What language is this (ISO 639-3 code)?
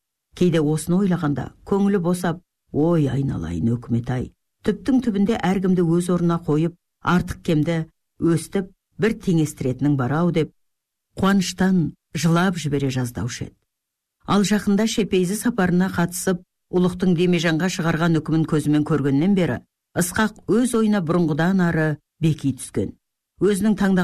kaz